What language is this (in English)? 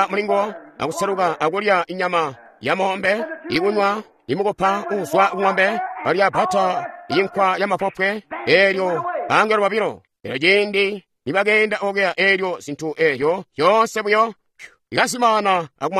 Tonga (Zambia)